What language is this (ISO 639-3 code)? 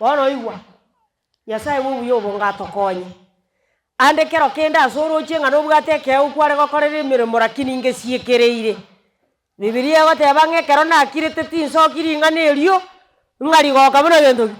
guz